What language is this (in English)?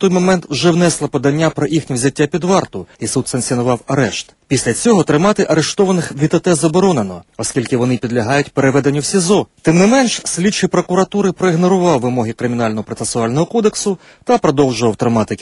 Ukrainian